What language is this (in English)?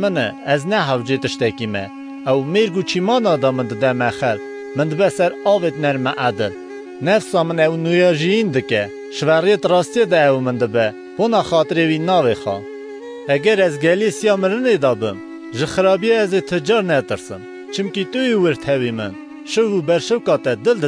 Kurdish